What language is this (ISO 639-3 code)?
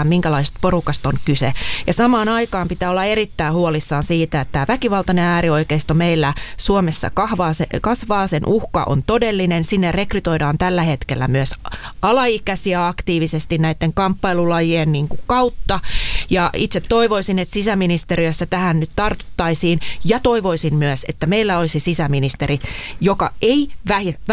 fin